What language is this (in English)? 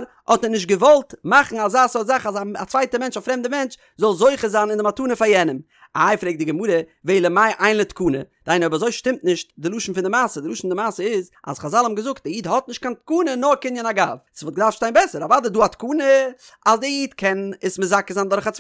Yiddish